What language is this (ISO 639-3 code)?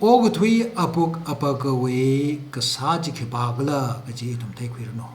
nmf